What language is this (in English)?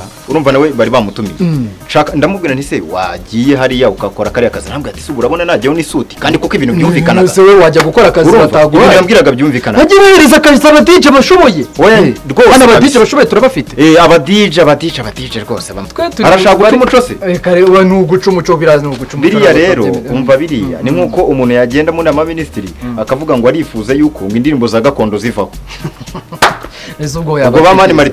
Kinyarwanda